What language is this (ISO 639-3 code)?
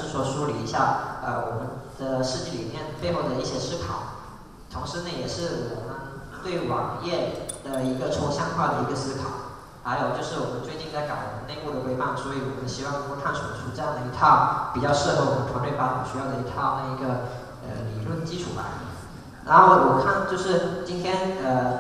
zho